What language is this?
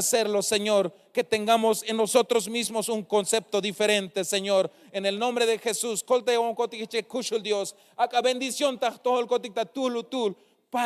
Tzeltal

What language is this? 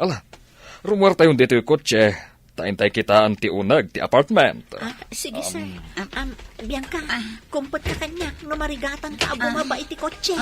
Iloko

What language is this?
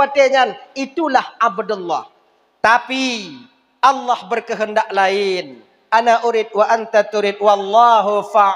Achinese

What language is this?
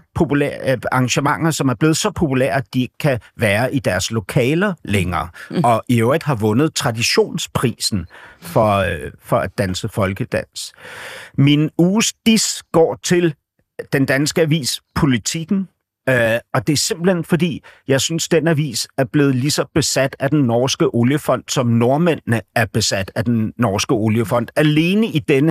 Danish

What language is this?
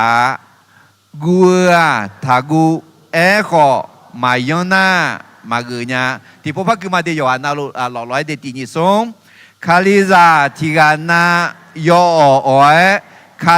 Akha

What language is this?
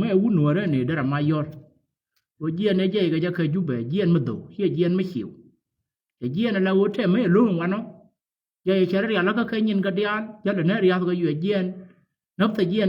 Nuer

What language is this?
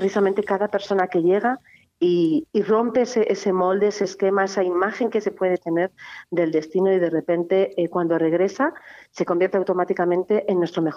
Spanish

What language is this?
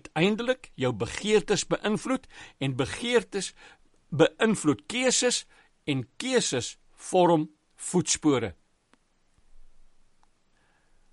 Afrikaans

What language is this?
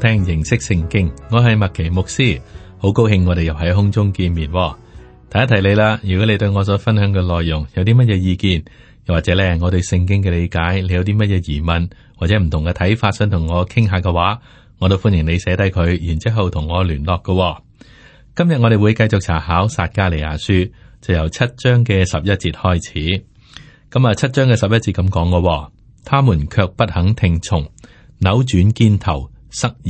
Cantonese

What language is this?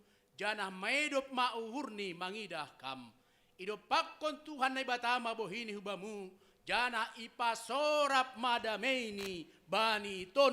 Batak Simalungun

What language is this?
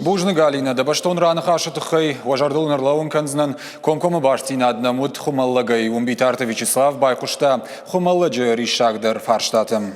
Ossetic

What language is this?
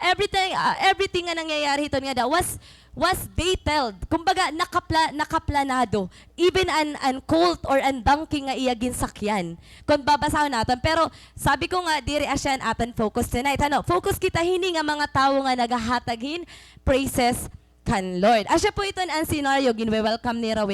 Waray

